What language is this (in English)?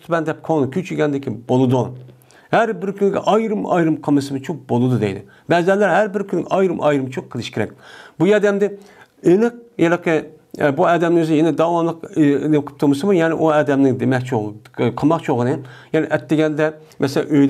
Uyghur